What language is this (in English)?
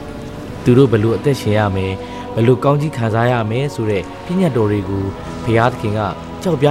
Burmese